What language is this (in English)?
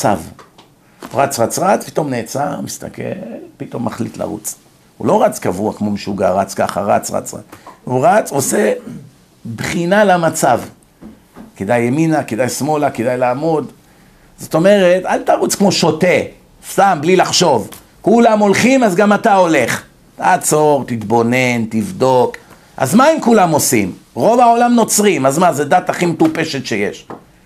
Hebrew